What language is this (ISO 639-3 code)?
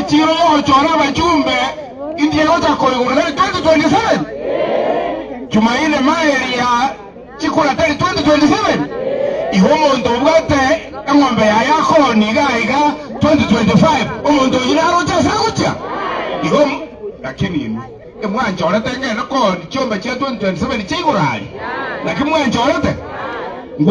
guz